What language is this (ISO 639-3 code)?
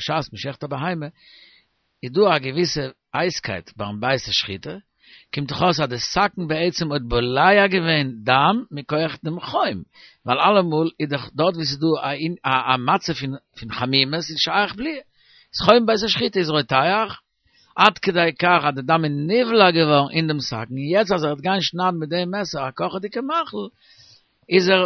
yid